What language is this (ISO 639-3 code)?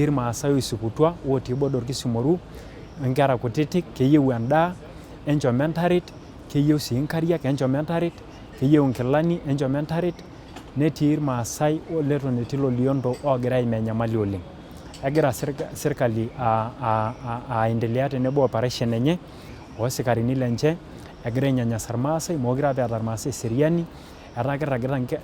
mas